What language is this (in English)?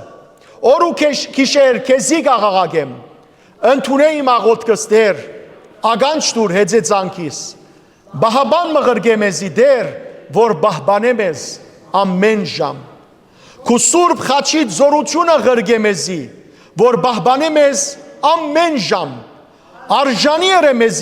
Western Armenian